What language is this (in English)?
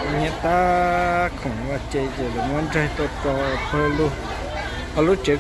Hmong